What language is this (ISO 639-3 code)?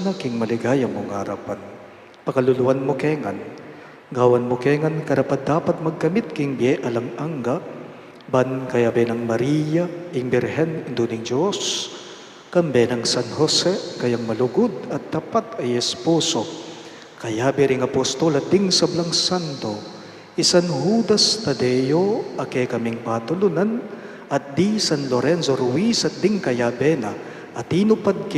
pam